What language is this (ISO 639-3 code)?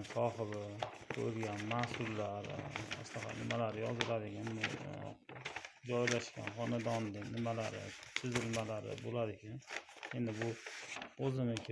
uzb